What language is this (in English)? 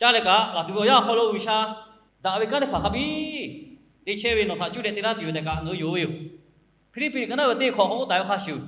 Lahu